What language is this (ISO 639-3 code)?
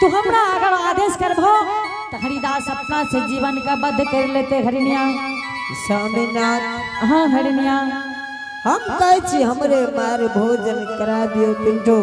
anp